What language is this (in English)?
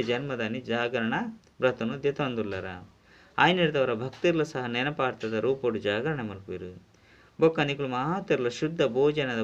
Tulu